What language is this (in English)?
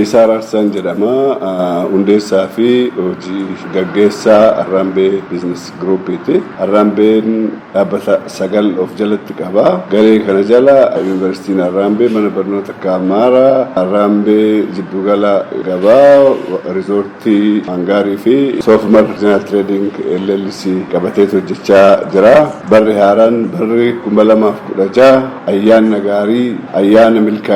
Oromo